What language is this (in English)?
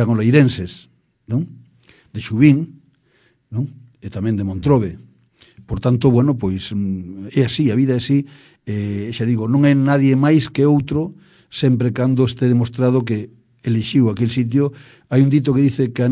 Galician